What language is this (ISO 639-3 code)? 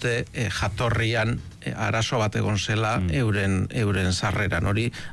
eus